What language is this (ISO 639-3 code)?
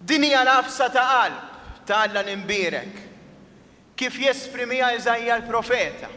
mlt